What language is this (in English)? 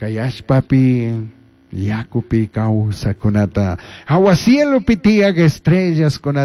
Chimborazo Highland Quichua